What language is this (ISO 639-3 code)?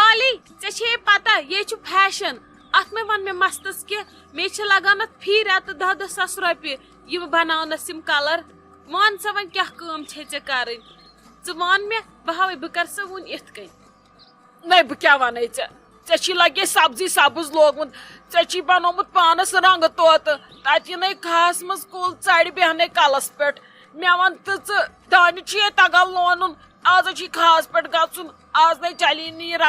kas